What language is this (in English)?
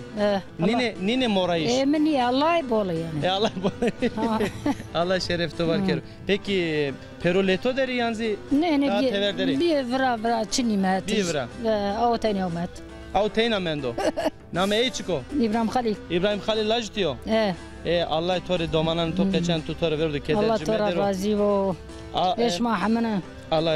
Zaza